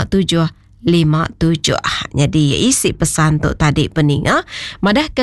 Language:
Iban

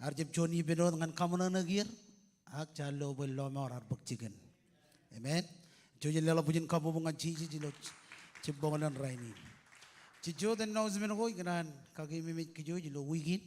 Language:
Marshallese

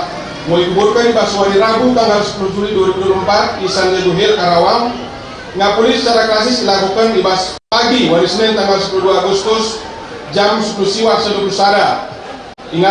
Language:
Batak Karo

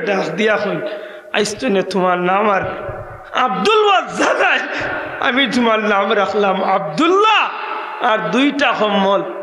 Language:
Sylheti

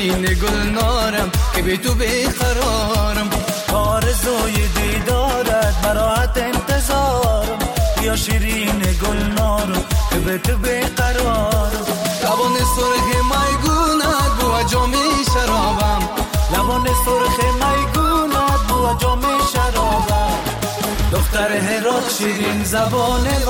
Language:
Persian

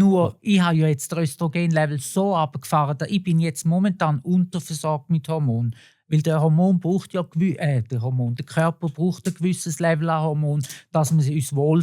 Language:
Swiss German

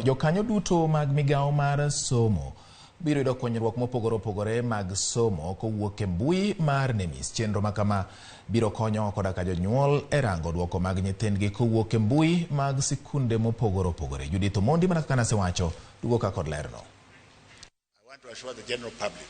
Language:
Luo (Kenya and Tanzania)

